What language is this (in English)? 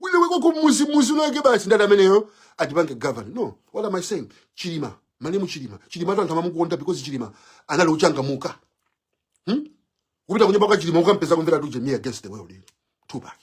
Nyanja